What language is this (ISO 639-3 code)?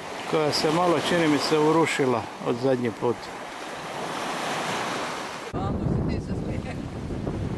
hrv